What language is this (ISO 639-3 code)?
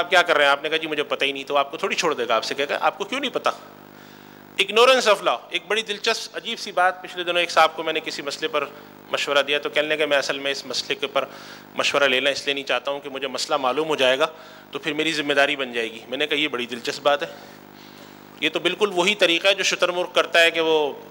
urd